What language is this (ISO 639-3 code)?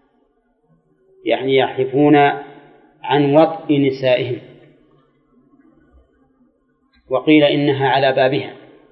ara